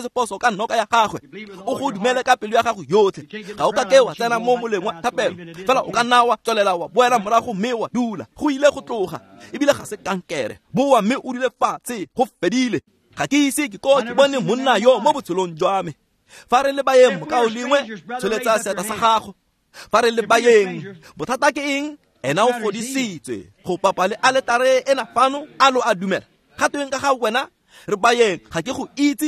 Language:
Tswana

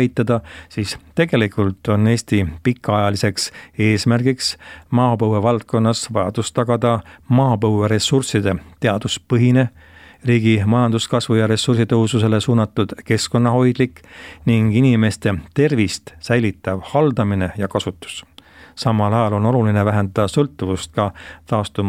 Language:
Estonian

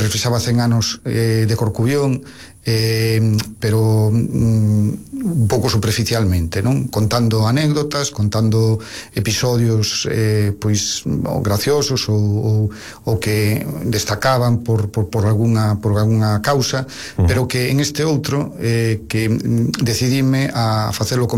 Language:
Galician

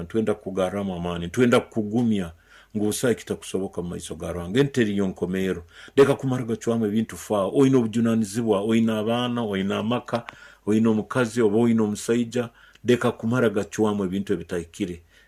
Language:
Nyoro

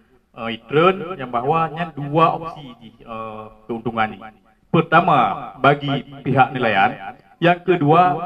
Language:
Achinese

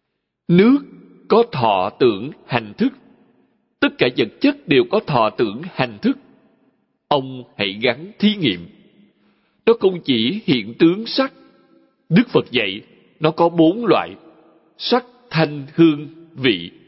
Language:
Vietnamese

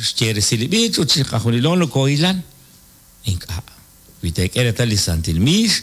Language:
Kekchí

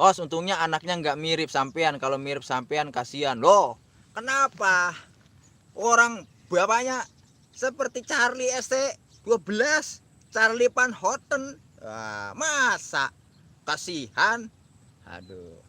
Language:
Betawi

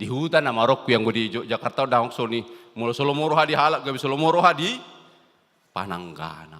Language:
Batak Toba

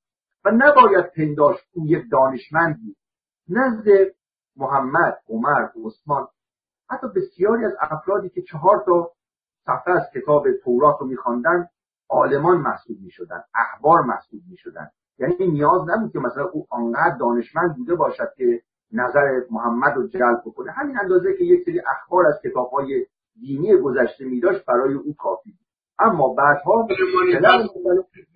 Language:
Persian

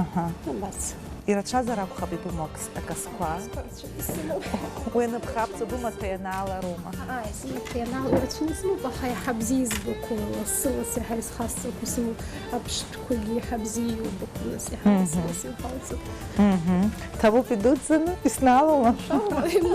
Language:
Abkhazian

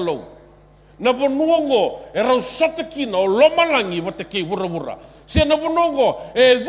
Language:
Fijian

